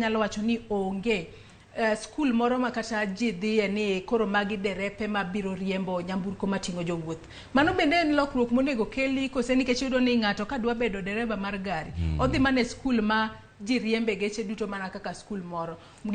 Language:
Luo (Kenya and Tanzania)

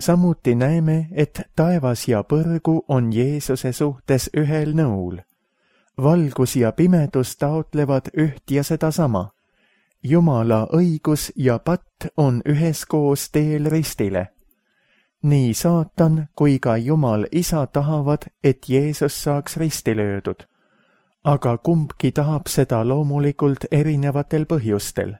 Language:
Estonian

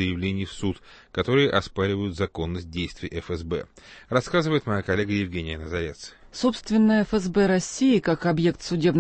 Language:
Russian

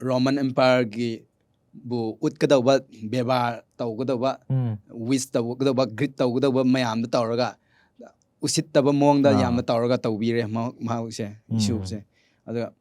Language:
Manipuri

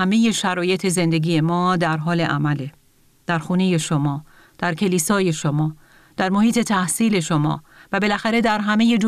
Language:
Persian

